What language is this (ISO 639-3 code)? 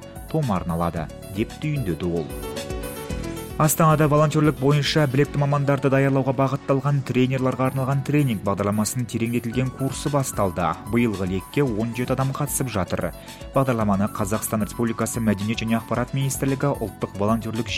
kaz